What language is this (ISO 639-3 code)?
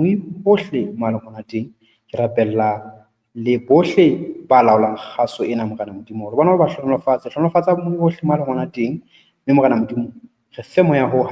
sot